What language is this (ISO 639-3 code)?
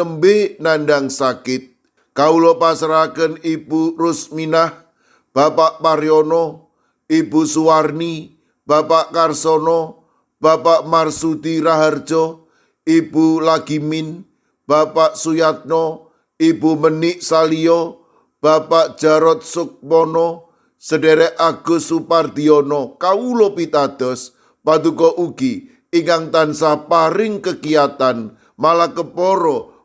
jav